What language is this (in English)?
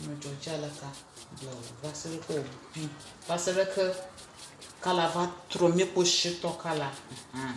Ewe